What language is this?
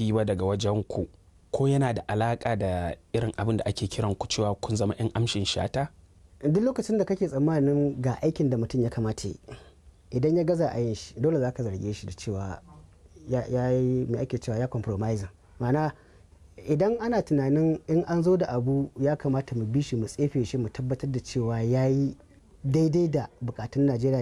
Hausa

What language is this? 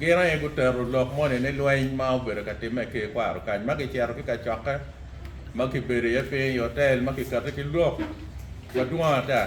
Acoli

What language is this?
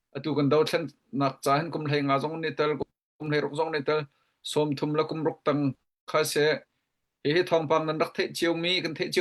Hakha Chin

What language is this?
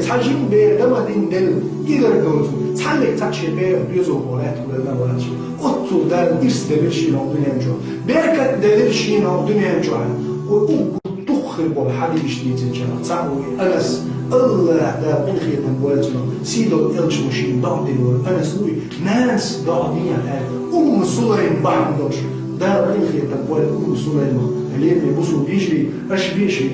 Chechen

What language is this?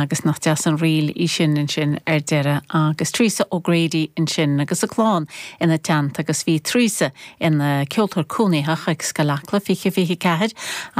Irish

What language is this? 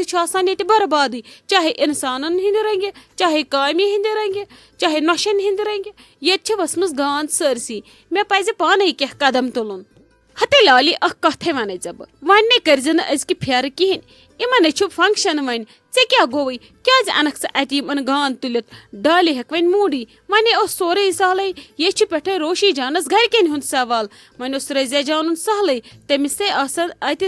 Kashmiri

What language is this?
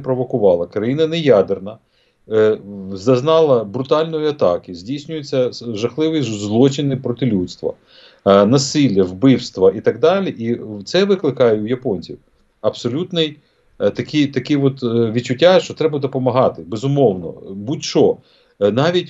Ukrainian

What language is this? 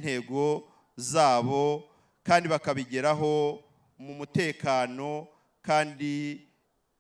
Kinyarwanda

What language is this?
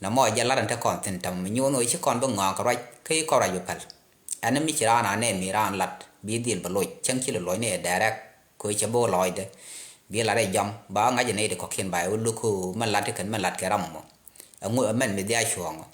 Nuer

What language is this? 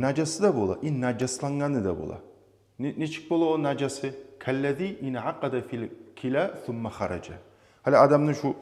Kumyk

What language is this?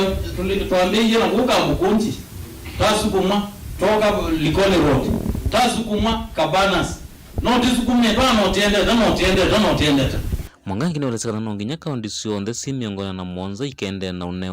Kamba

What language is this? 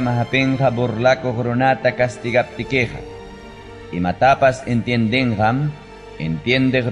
Ayacucho Quechua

